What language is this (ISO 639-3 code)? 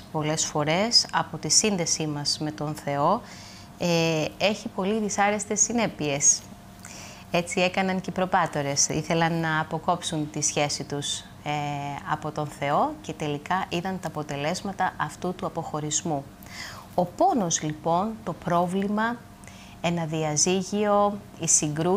ell